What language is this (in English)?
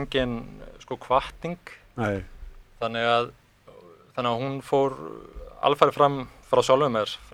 Icelandic